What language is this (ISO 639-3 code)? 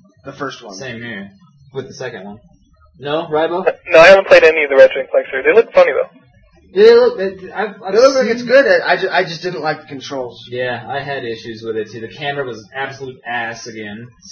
eng